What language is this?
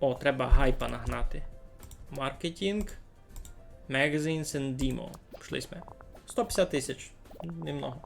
Rusyn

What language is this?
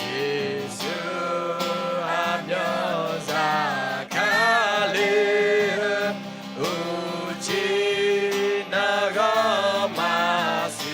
Akha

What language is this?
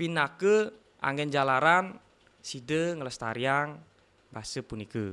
Balinese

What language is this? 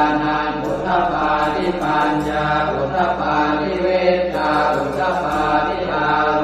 Pali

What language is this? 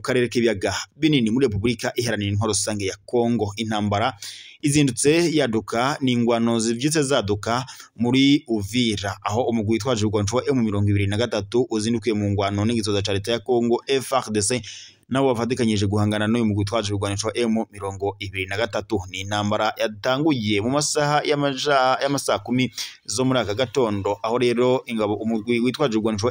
Rundi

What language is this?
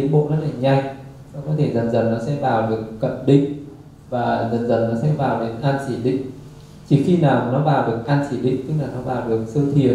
Vietnamese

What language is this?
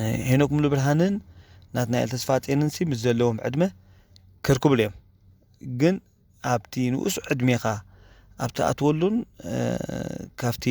Tigrinya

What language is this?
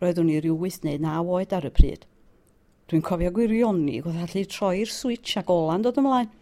Welsh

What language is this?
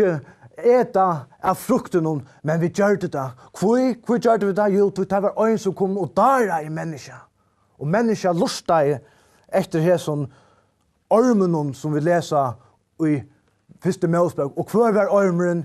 Faroese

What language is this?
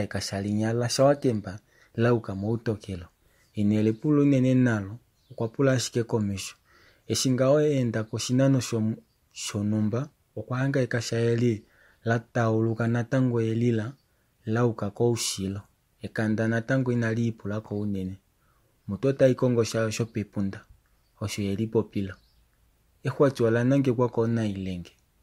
Kuanyama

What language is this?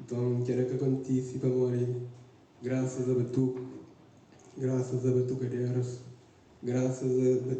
Kabuverdianu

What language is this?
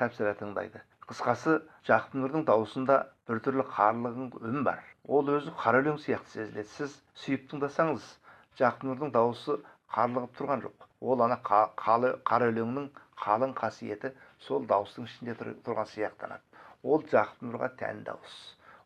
Kazakh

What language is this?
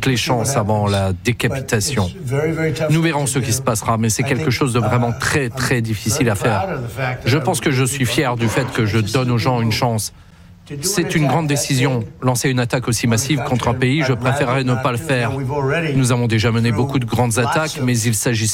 French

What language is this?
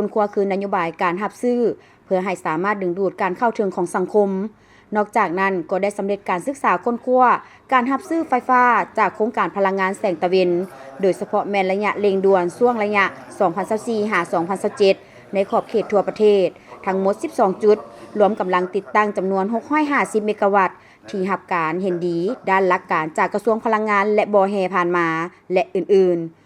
Lao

